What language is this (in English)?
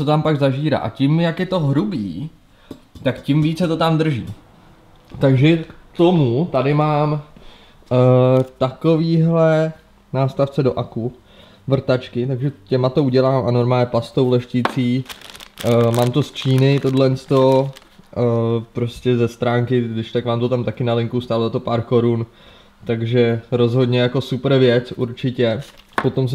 Czech